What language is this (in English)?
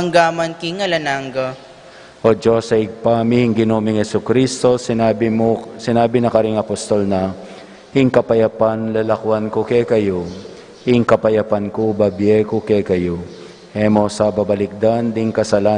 Pampanga